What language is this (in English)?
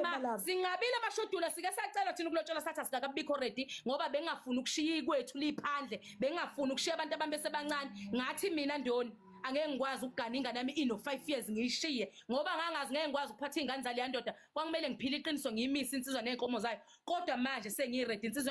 Zulu